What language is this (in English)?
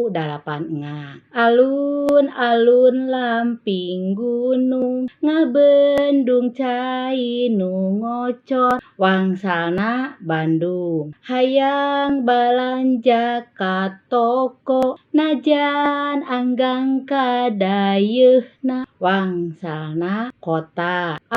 Sundanese